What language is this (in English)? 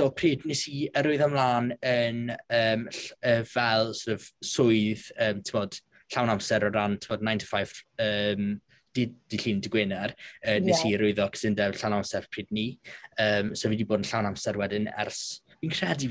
Welsh